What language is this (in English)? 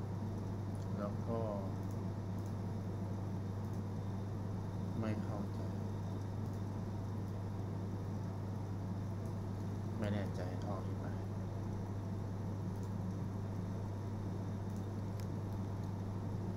Thai